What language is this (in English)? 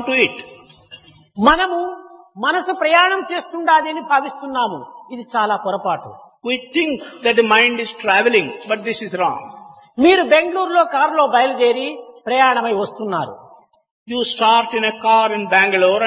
Telugu